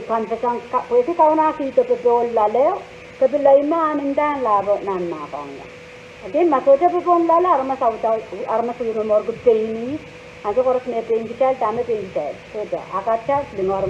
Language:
Pohnpeian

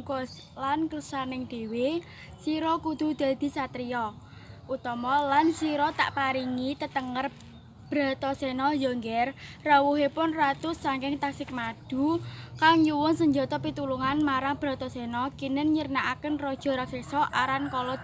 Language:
Javanese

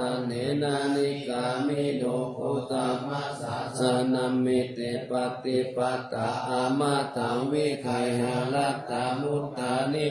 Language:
Pali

